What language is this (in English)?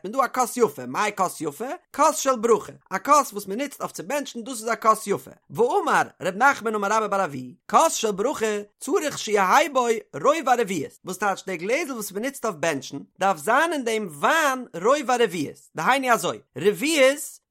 Yiddish